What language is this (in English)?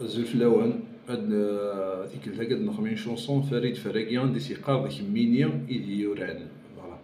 Kabyle